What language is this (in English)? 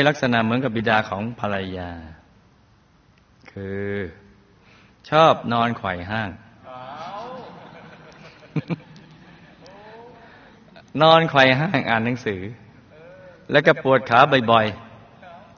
Thai